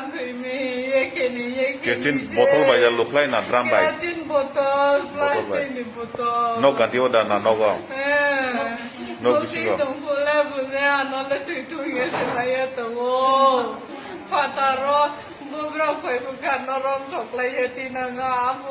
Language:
Kok Borok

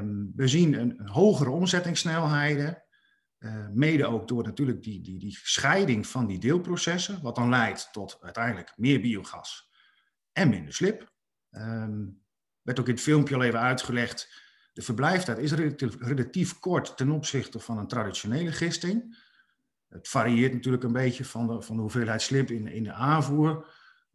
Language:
Dutch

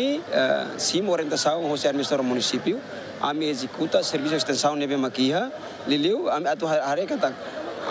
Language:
Tetum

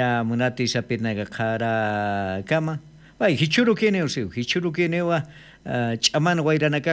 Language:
Aymara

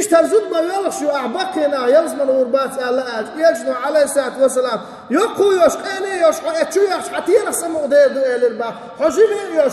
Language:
Chechen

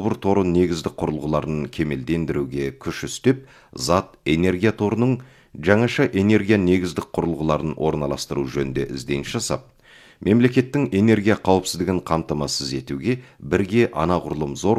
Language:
Kazakh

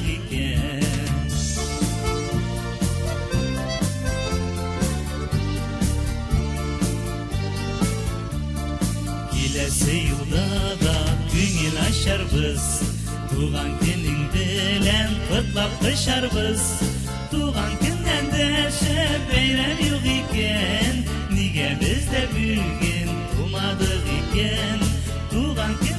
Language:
Bashkir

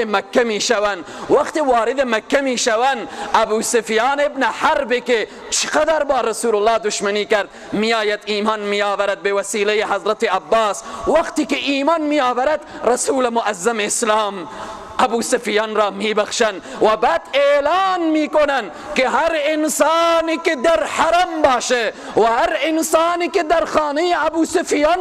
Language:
Persian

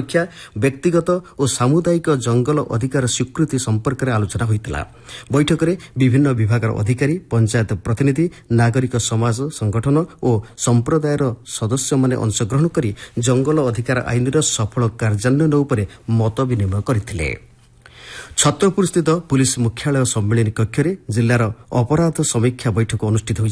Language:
Odia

